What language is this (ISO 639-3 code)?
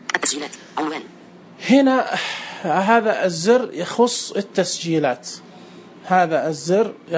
ars